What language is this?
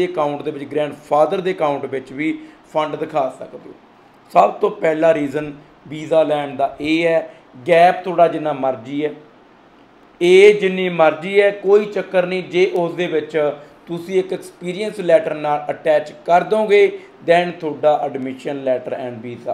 Punjabi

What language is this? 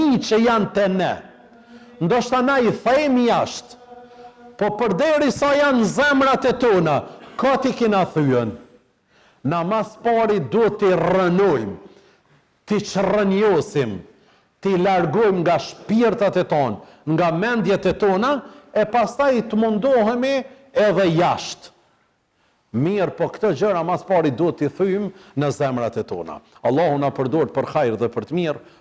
Albanian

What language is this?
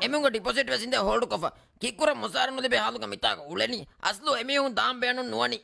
Divehi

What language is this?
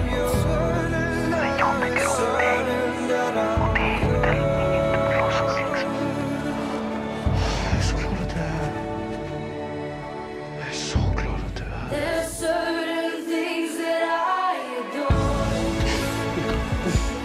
Swedish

